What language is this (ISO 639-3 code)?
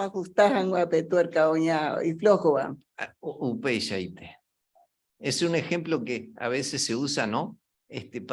grn